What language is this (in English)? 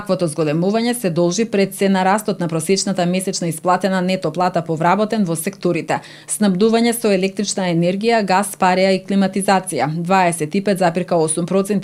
Macedonian